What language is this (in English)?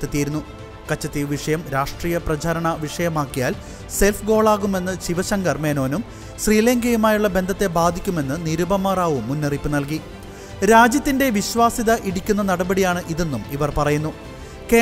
Malayalam